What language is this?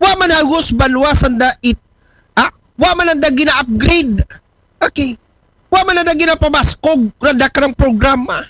Aklanon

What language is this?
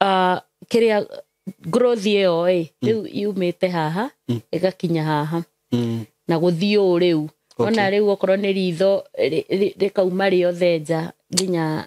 Kikuyu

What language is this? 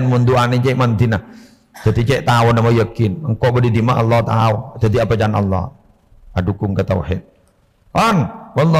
Madurese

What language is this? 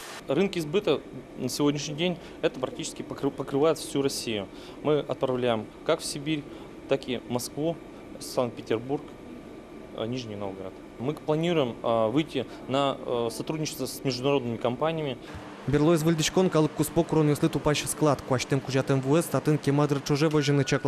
Udmurt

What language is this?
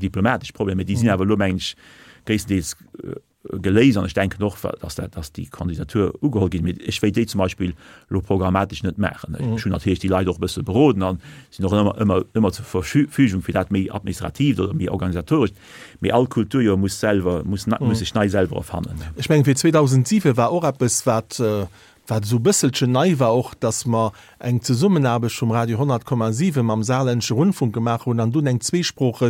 Luxembourgish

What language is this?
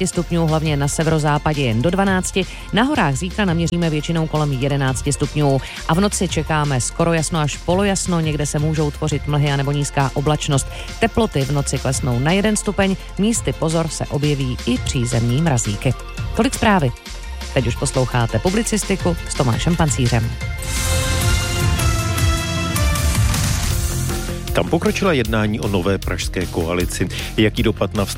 Czech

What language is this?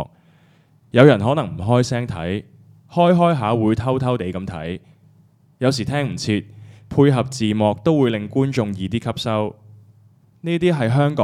Cantonese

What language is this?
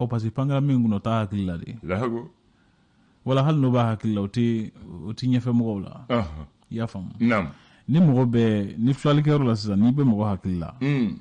Bambara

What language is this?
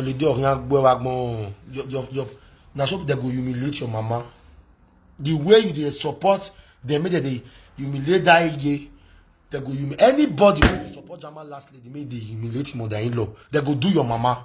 Nigerian Pidgin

